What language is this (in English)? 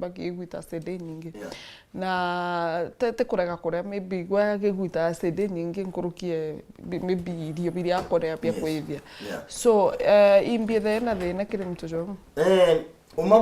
Meru